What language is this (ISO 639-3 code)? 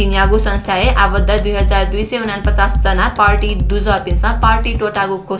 new